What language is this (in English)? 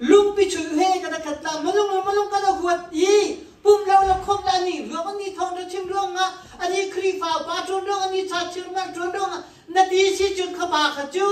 Hakha Chin